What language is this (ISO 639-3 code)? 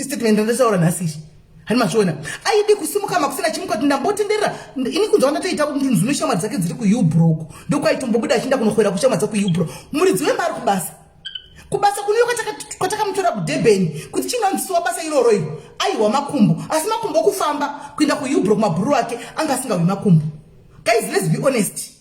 sna